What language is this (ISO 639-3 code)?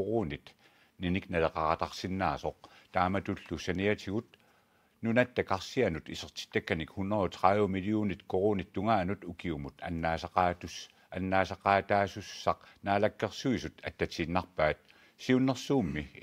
kal